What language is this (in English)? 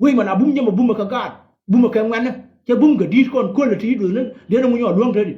Nuer